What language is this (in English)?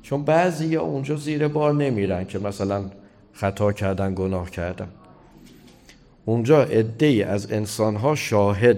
Persian